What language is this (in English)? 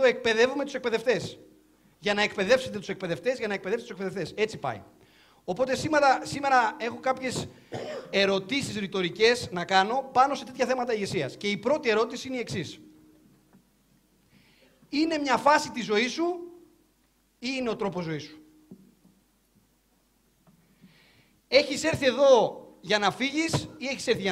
Greek